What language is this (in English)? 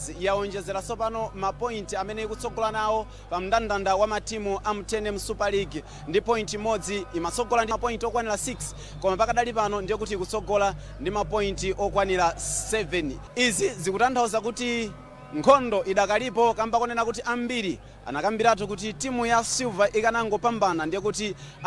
Nyanja